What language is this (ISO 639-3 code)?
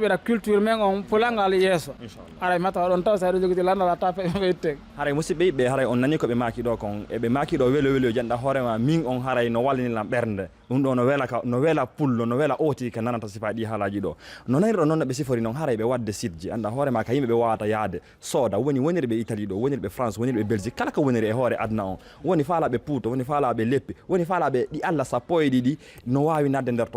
ful